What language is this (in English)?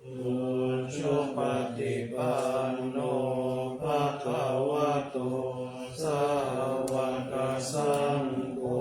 Pali